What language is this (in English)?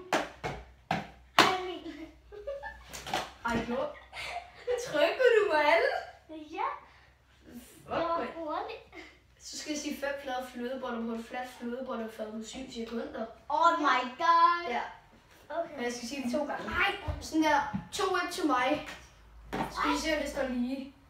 Danish